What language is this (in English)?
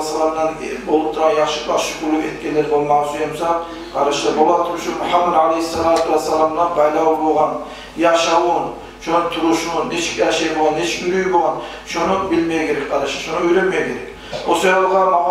Kumyk